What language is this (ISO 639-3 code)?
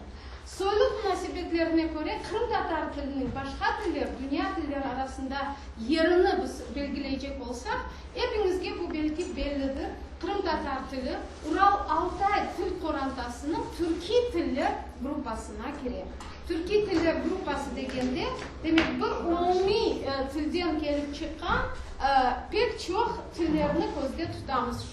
crh